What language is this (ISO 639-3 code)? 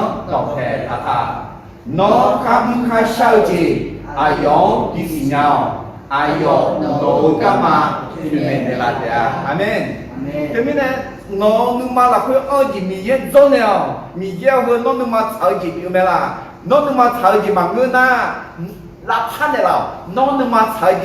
ahk